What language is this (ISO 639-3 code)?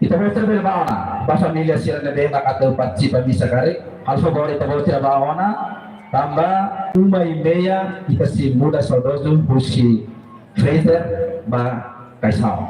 tet